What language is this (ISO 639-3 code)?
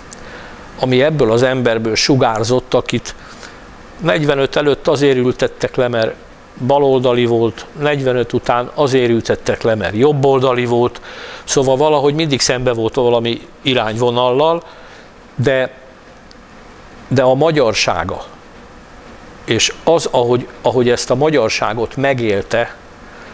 hun